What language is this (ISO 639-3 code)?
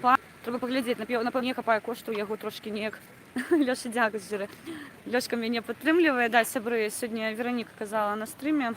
bel